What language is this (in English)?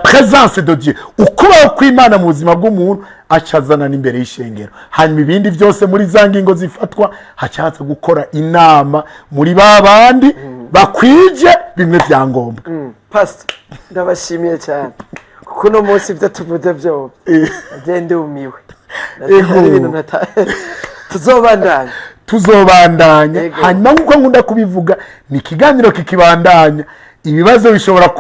Rundi